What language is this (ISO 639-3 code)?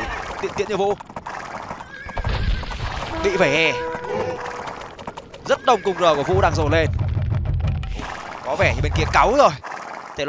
vie